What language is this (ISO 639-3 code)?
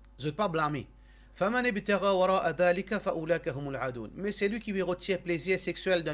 mfe